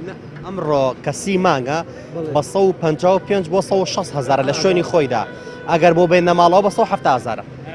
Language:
Central Kurdish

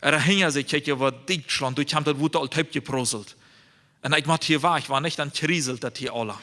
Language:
Plautdietsch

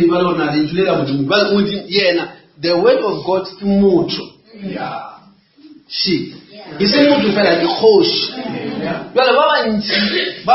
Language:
Northern Sotho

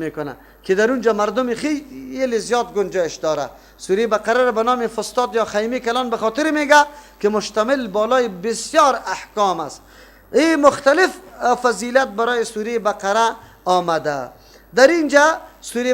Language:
Persian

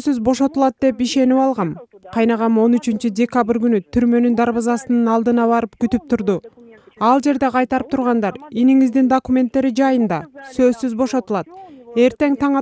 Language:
Kyrgyz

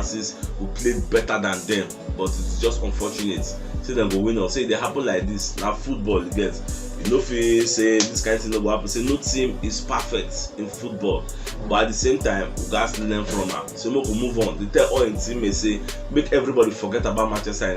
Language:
Nigerian Pidgin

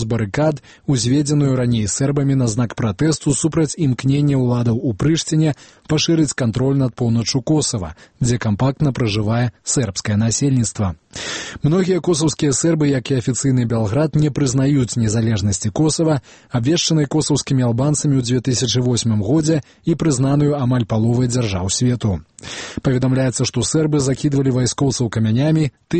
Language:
Belarusian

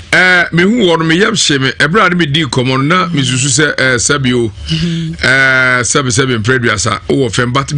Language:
Akan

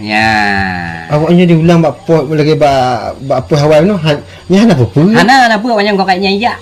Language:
Achinese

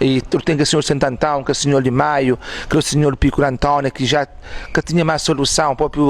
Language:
Kabuverdianu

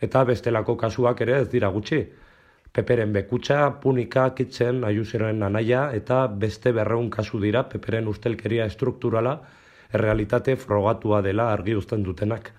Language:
Basque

